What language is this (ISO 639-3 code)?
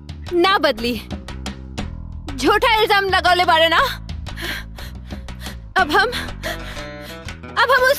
bho